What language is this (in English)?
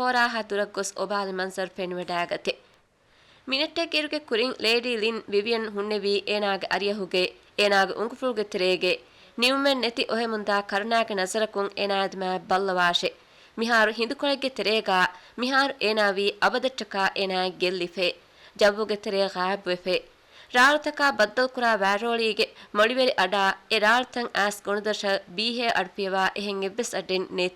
Divehi